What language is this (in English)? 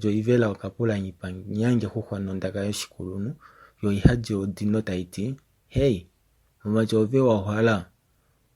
Kuanyama